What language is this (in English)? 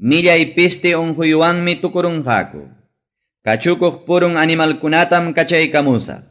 Ayacucho Quechua